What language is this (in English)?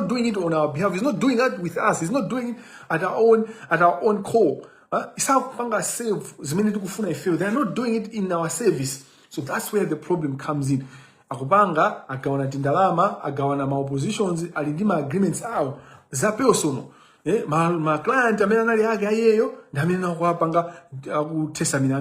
Nyanja